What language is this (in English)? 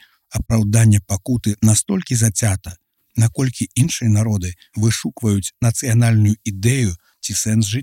Belarusian